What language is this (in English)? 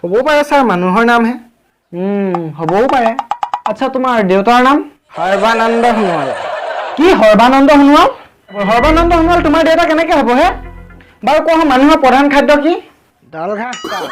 Assamese